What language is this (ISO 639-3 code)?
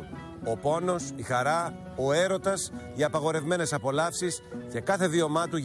ell